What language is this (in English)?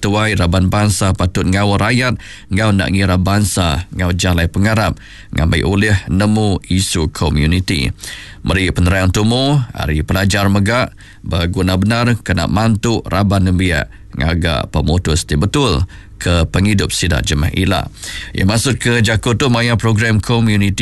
Iban